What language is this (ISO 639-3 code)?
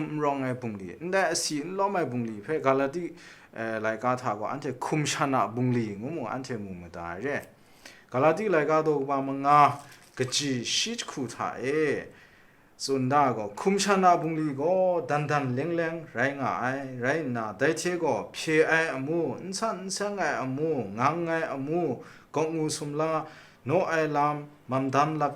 kac